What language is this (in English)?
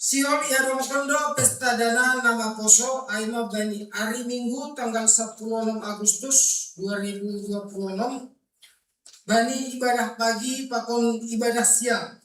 Batak Simalungun